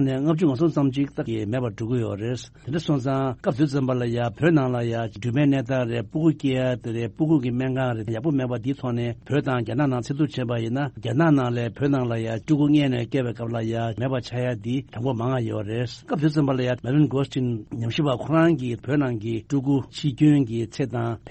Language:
Tibetan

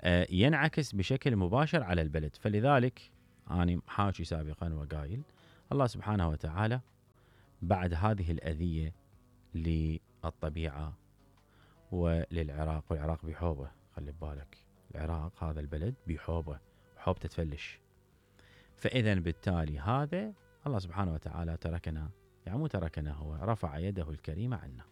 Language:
Mesopotamian Arabic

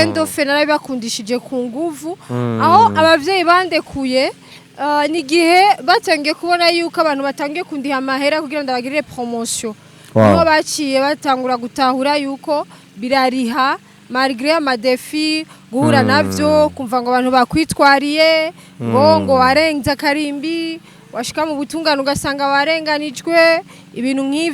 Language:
Rundi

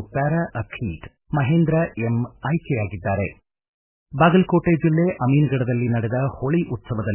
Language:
Kannada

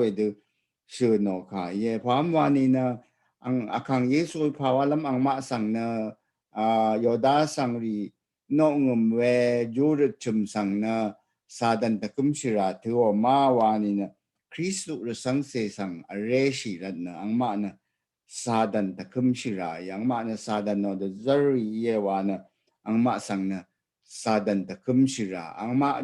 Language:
Rawang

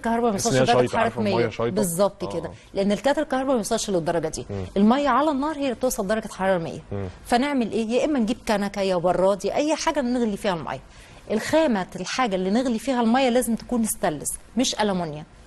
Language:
Egyptian Arabic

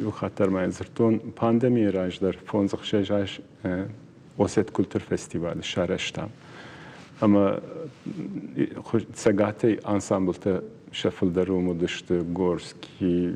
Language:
Ossetic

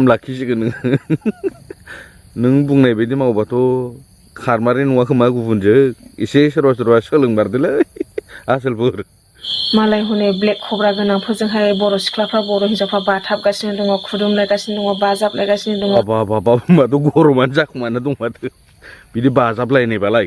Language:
Bodo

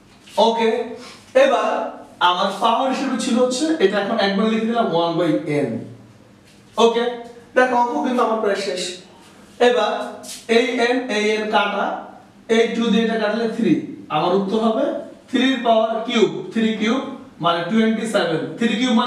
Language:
Bangla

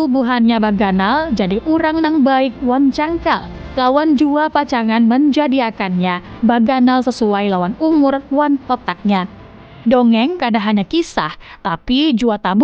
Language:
Banjar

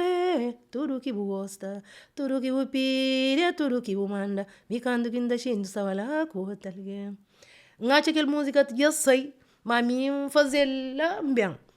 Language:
Kabuverdianu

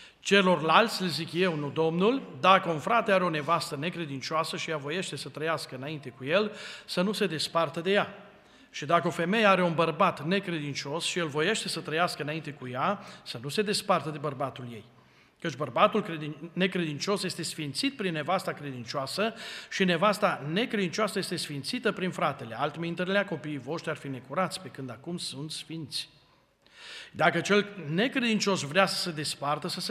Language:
Romanian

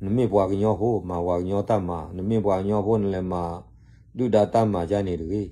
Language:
S'gaw Karen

